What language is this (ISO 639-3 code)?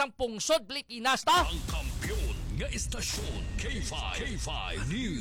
hil